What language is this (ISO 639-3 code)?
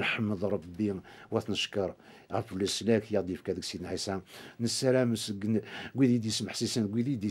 kab